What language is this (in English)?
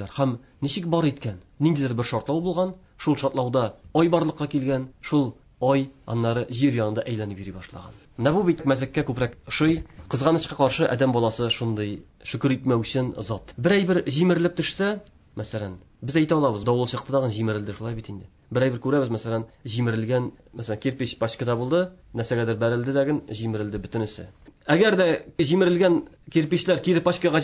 Tatar